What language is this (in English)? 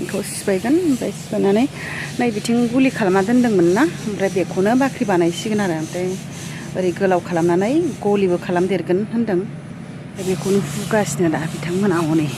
Bodo